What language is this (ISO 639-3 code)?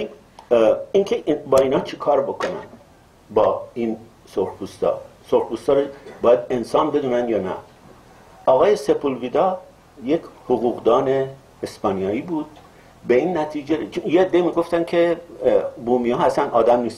fas